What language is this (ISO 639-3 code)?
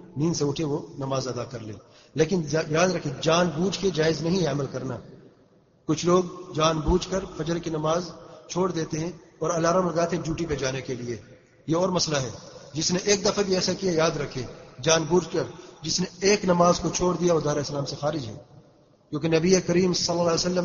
urd